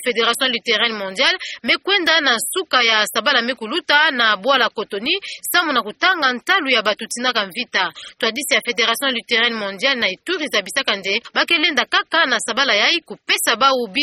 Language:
Kituba (Democratic Republic of Congo)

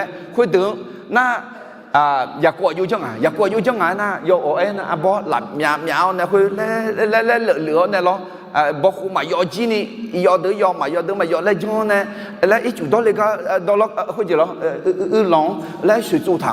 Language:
Akha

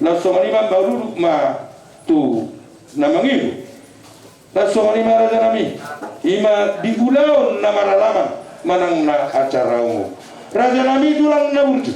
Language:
Batak Toba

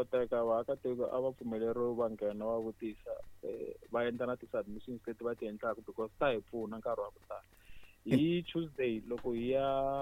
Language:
Tsonga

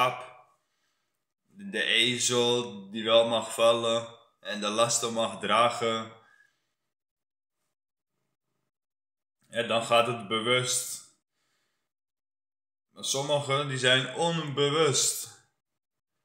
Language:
Dutch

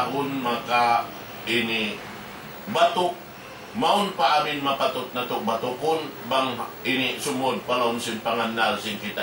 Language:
Tausug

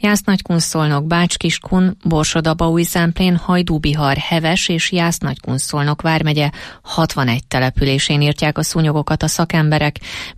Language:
Hungarian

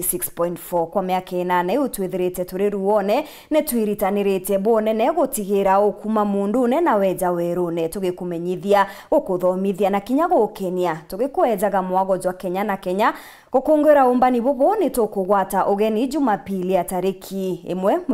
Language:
Meru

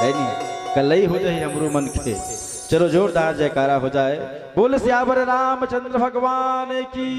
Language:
Chhattisgarhi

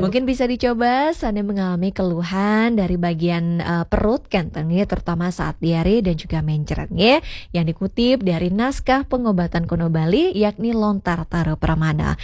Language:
Balinese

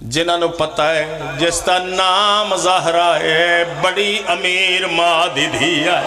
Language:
Pahari-Potwari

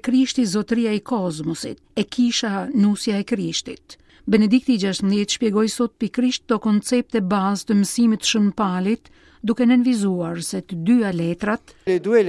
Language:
Albanian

